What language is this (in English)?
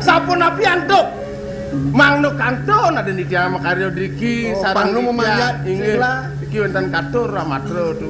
Balinese